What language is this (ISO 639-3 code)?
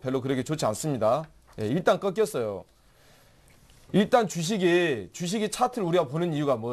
kor